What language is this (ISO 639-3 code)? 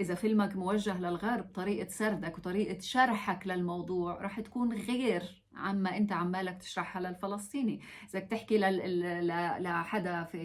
apc